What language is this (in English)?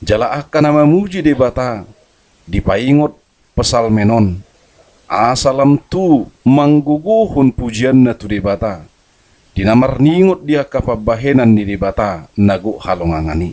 Batak Toba